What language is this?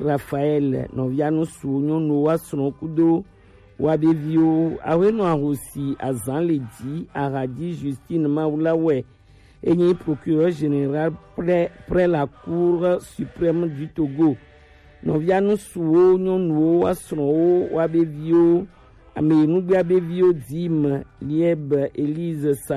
Gen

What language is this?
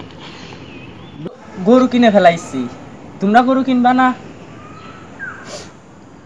Bangla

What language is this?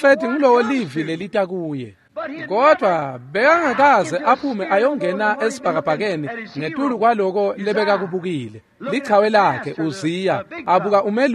Swati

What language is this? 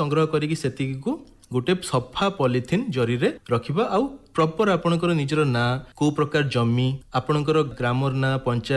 Odia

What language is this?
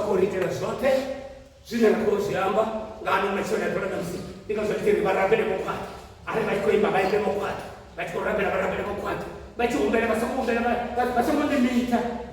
Venda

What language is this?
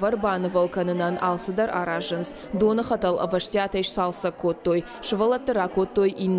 Ossetic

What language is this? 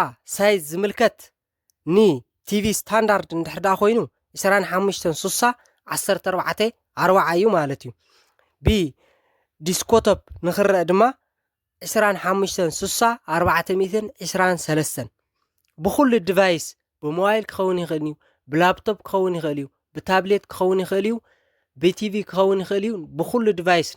Tigrinya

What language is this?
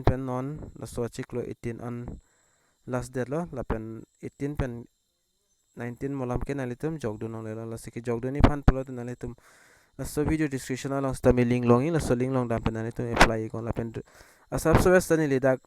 Karbi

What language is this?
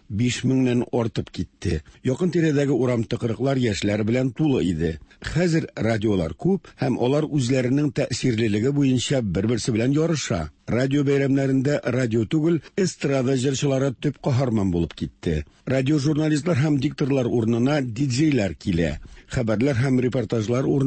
Tatar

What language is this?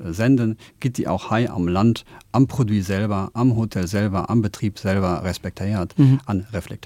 Luxembourgish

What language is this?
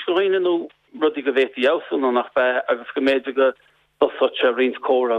Irish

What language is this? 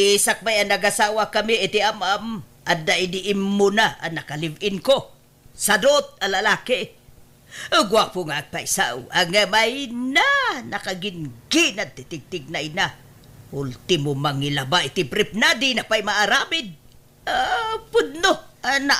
Iloko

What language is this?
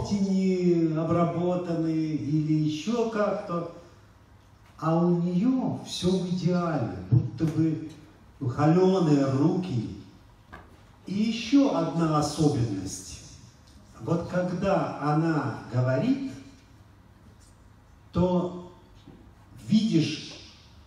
Russian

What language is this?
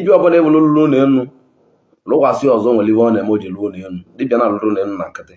Igbo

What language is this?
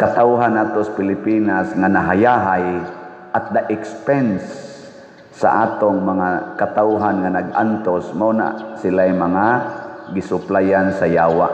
Cebuano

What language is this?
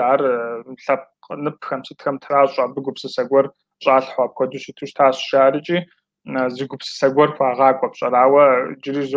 Kabardian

